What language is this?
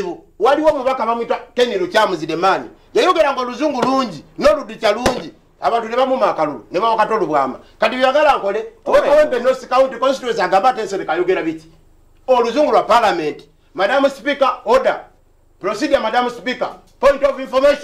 Ganda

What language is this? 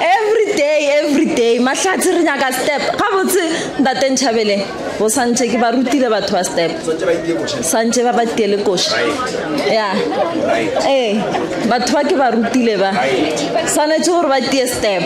Northern Sotho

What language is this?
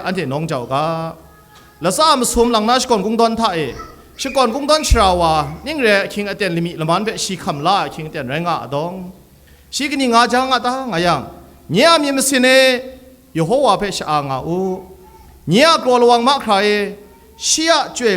Kachin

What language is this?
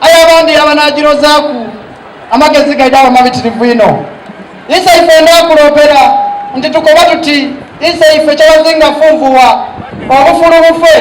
Soga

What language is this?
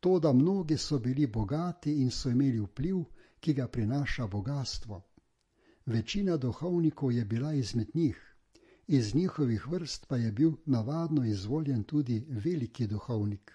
Slovenian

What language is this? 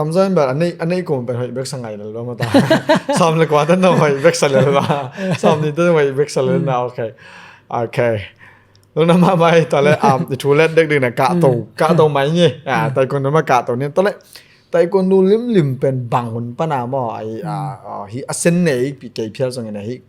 Tedim Chin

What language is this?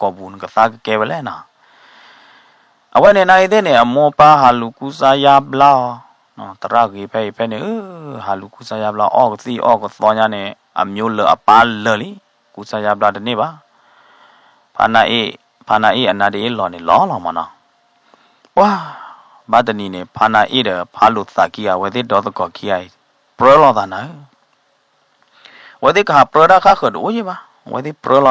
S'gaw Karen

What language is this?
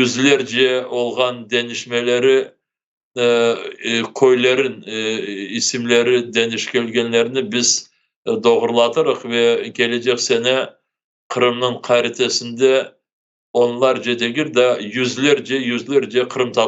Crimean Tatar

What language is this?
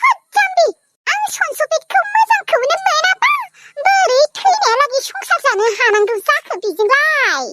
Bodo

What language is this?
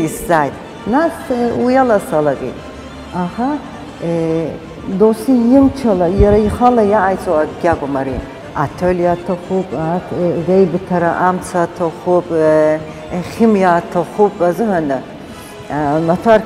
Abkhazian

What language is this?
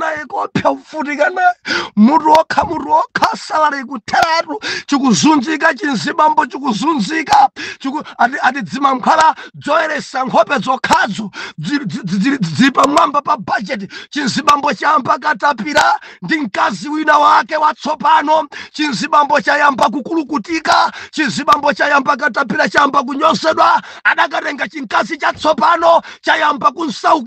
Nyanja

